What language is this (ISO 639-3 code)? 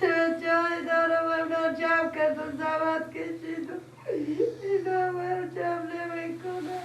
fas